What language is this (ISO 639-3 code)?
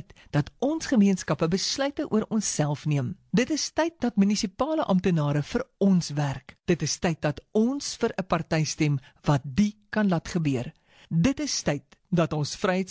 afr